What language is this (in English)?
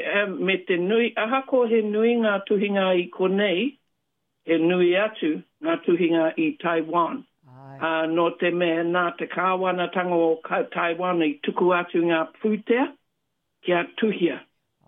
Māori